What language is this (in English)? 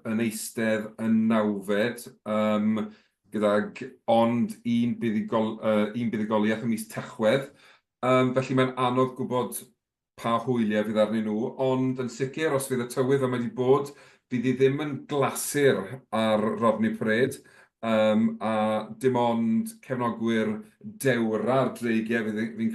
Welsh